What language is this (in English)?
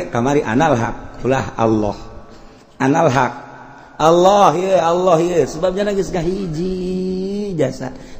Sundanese